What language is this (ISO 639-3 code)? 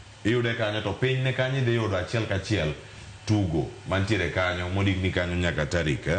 luo